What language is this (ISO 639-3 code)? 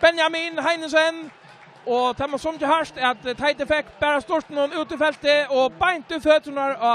fao